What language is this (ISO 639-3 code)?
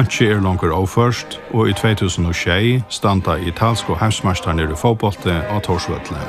fao